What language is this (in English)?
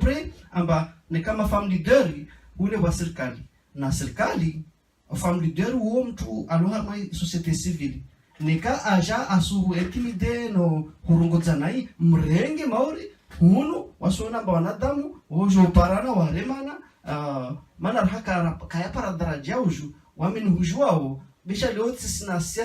Ngazidja Comorian